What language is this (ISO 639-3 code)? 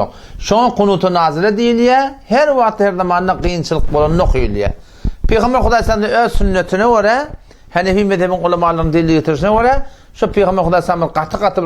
tuk